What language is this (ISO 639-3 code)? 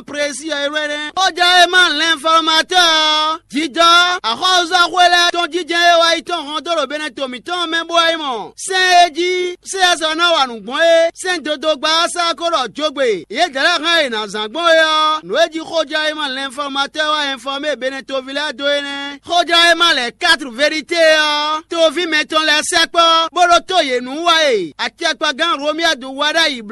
fon